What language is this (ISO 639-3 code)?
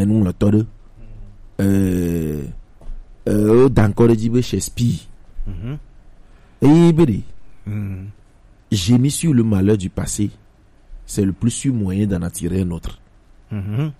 gej